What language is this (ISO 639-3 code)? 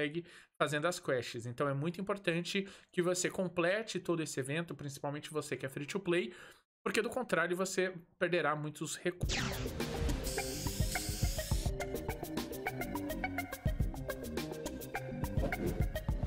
por